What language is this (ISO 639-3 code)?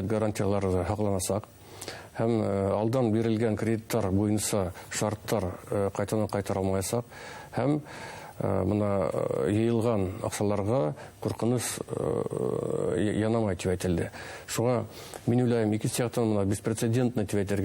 bak